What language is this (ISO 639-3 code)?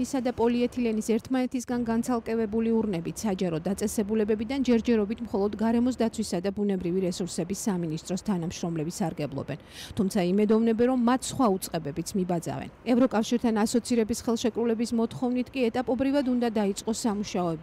kat